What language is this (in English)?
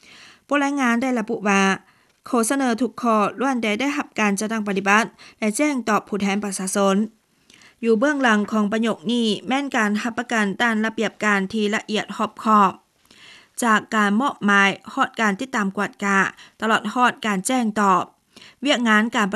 Lao